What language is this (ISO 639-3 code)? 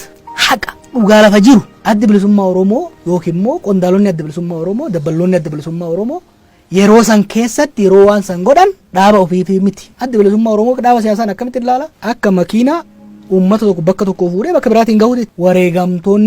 orm